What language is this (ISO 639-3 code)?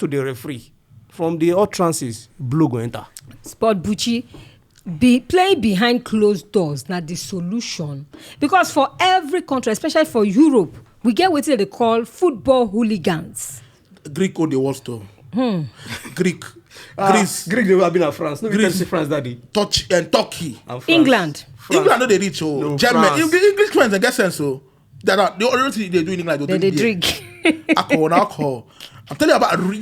pcm